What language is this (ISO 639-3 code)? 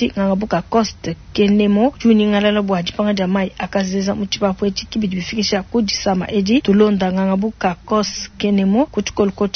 lua